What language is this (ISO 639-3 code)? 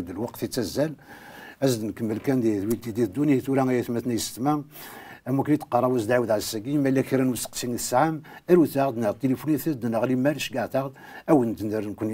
kab